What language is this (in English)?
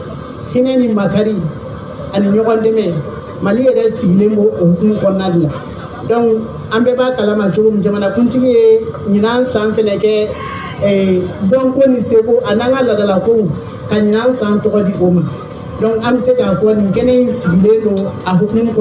Bambara